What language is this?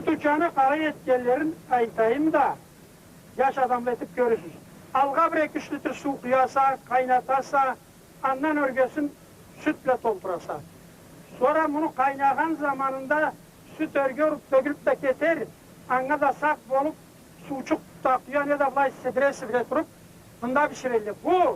Karachay-Balkar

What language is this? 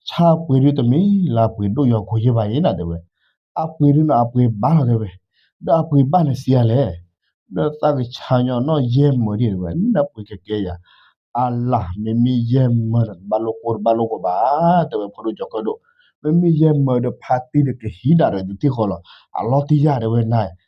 S'gaw Karen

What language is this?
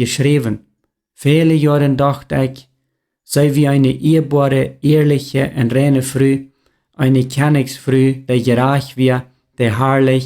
Plautdietsch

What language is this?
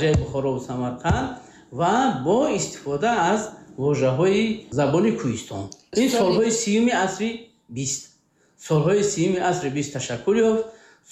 Tajik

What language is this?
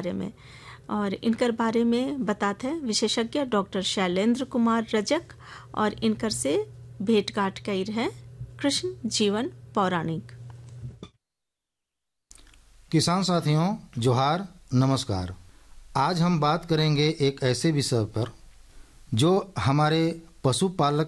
Sadri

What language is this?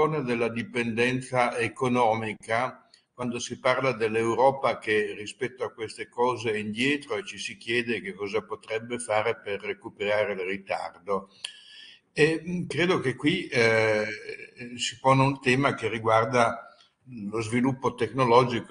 Italian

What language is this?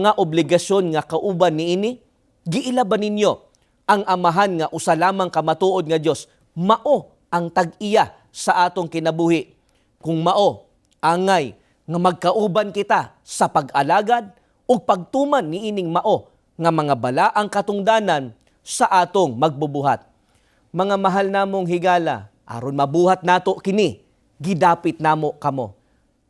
Cebuano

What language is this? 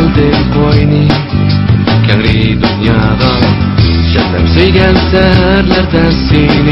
Uyghur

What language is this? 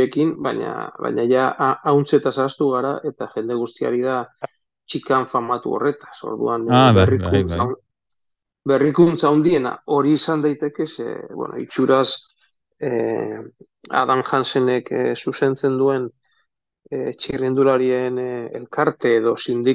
Basque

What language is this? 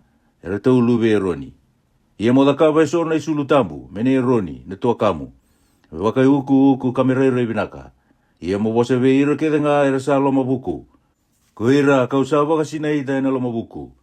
Fijian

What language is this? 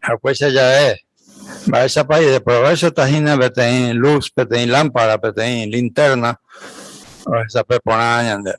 Guarani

